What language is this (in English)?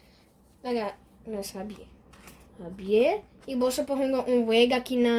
Papiamento